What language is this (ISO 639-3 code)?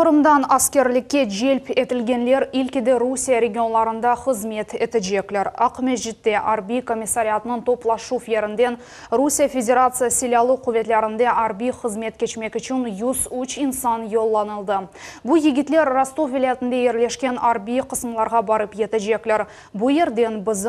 crh